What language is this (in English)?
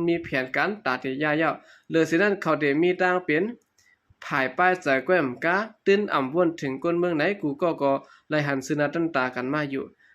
Shan